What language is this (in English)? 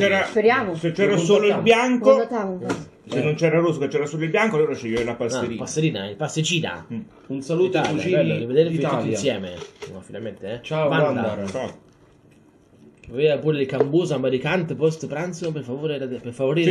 Italian